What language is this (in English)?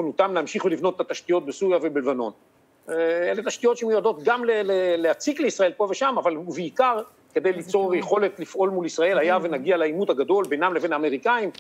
Hebrew